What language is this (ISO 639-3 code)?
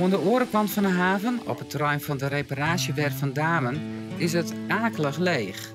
fry